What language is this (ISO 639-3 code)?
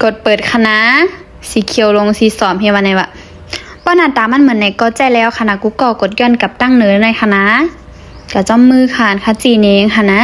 shn